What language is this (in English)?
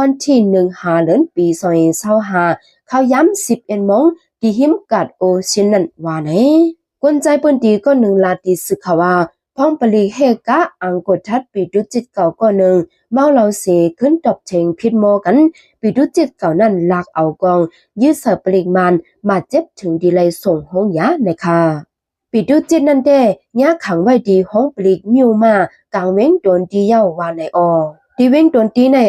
Shan